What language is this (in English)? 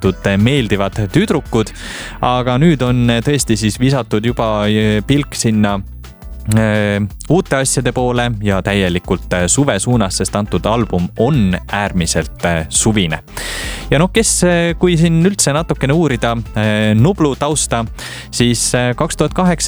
Estonian